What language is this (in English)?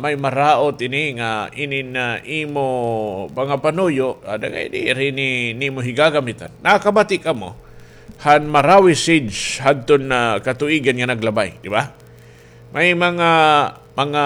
Waray